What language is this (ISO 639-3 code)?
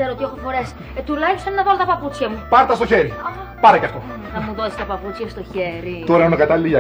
ell